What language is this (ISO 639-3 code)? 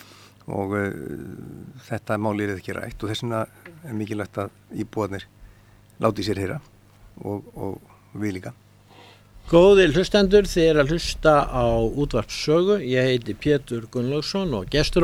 isl